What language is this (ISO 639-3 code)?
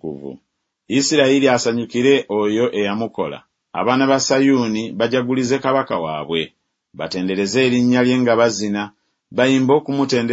lug